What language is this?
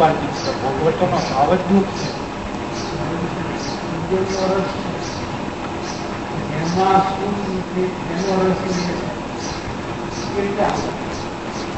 Gujarati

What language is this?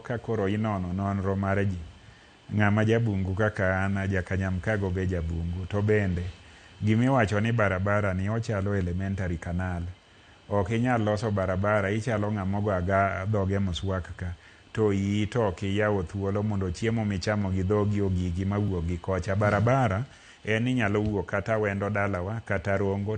Luo (Kenya and Tanzania)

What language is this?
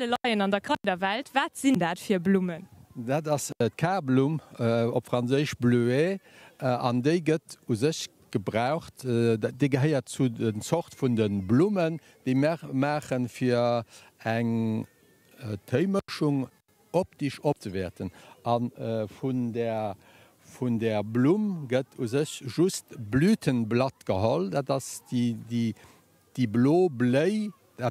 Luxembourgish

